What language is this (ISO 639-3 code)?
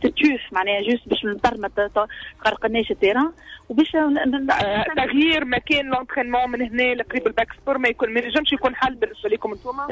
aeb